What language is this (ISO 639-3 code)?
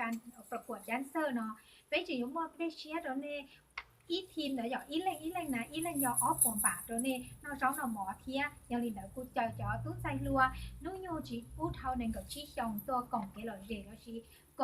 hmn